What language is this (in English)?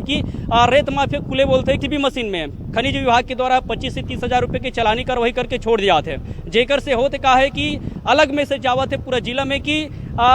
Chhattisgarhi